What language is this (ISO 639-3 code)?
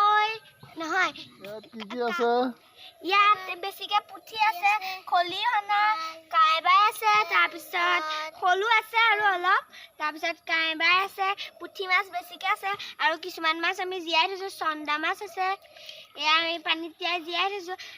asm